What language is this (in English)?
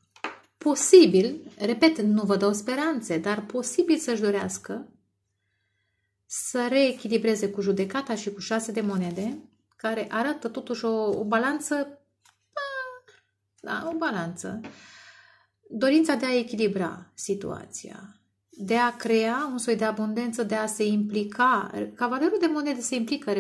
Romanian